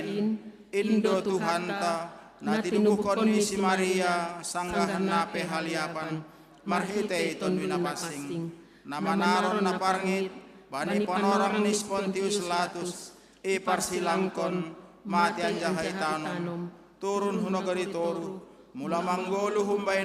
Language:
Batak Simalungun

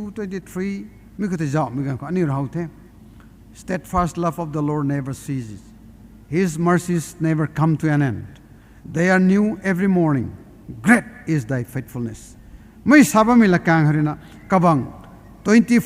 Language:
Rongmei Naga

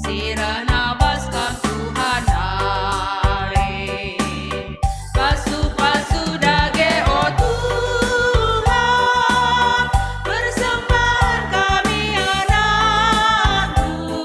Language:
Batak Karo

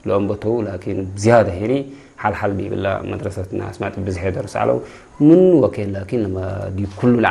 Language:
Tigre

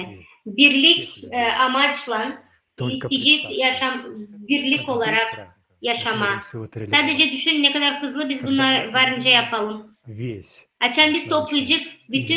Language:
Gagauz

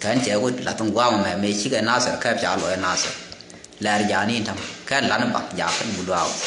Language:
Nuer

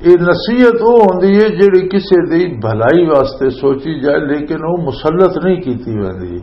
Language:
Western Panjabi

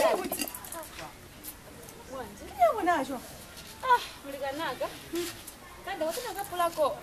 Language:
Lozi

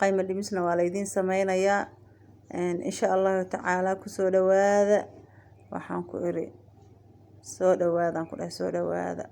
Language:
Somali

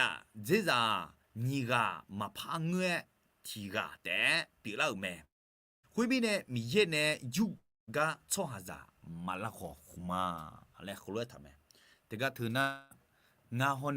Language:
Akha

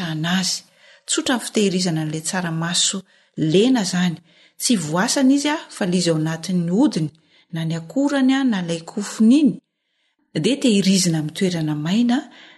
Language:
Malagasy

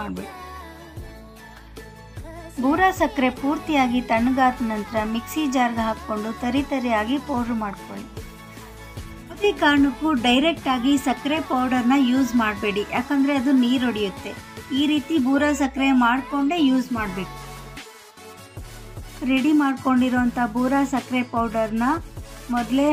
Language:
Kannada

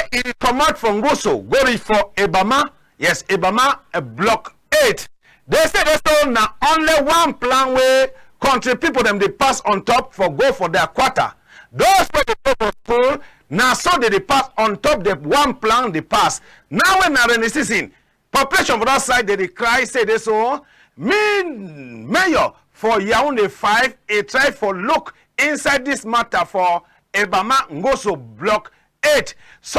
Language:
Cameroon Pidgin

